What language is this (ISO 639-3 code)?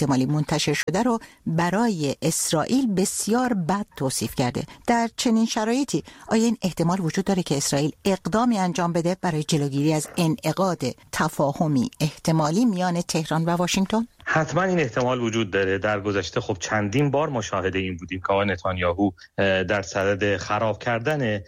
fas